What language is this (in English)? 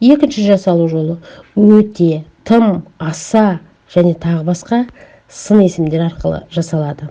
Kazakh